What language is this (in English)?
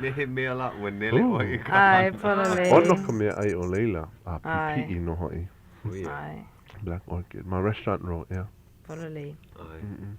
Hawaiian